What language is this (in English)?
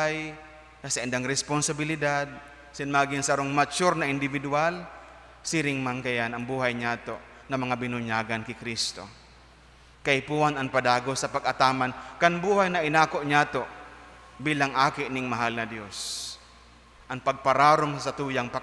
Bikol